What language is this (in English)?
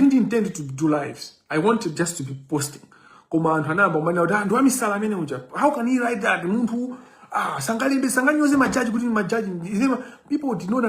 Nyanja